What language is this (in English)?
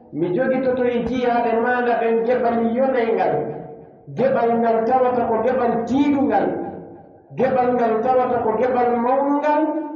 Pular